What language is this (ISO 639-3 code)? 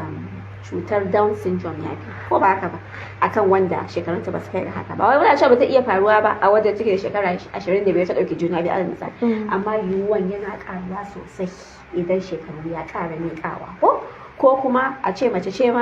hau